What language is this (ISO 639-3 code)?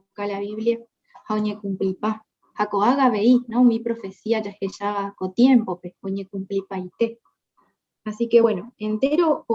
grn